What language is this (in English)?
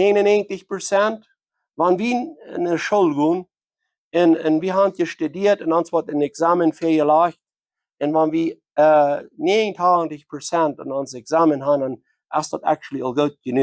Plautdietsch